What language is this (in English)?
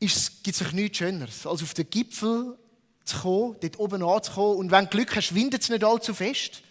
Swiss German